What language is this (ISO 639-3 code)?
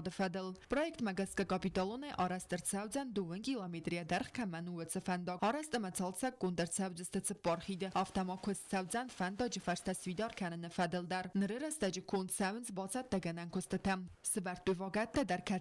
oss